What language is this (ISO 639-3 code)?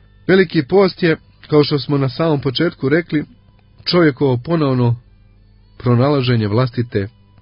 hrv